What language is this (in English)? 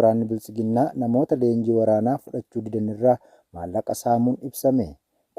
Oromo